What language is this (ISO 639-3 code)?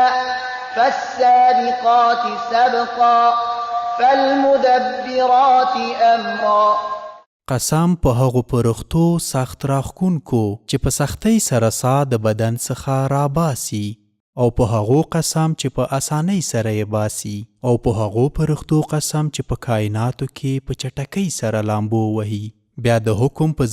pus